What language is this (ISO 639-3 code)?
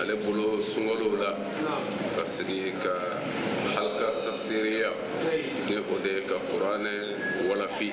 bam